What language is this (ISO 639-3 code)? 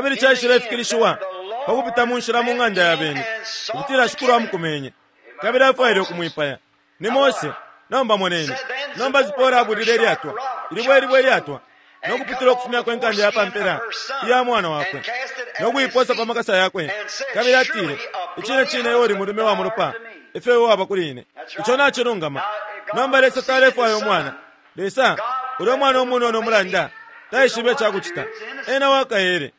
bem